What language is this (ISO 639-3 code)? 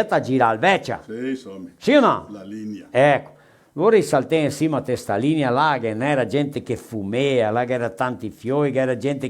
vec